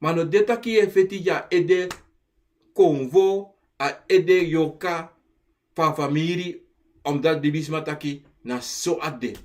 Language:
Sranan Tongo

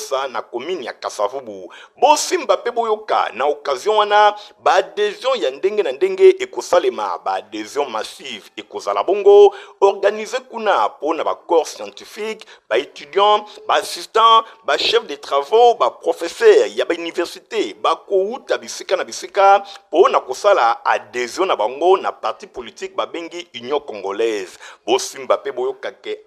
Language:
Lingala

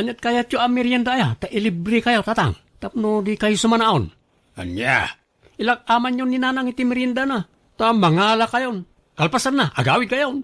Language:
Iloko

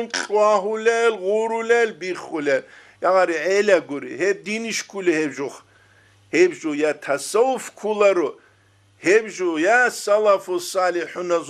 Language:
Avaric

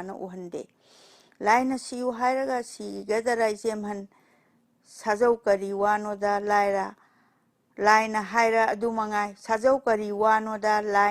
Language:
Manipuri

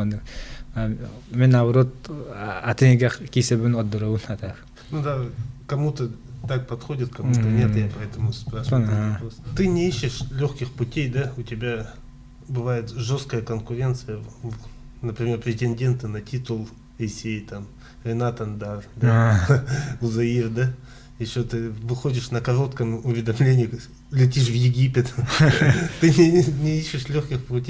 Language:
Yakut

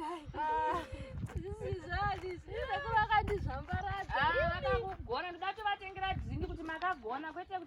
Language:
Shona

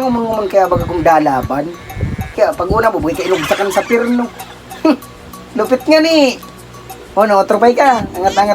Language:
Bikol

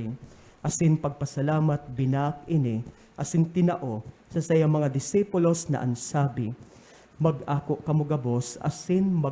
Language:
Bikol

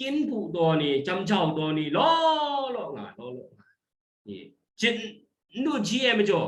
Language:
Kachin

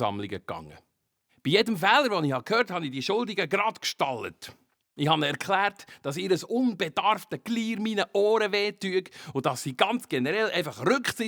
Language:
Swiss German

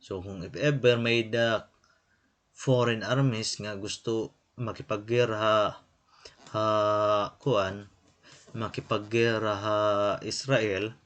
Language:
Waray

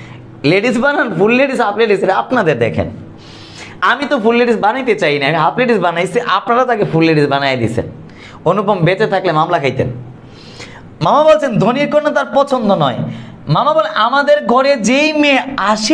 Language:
Bangla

